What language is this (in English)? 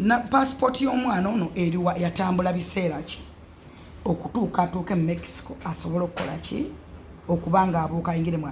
Ganda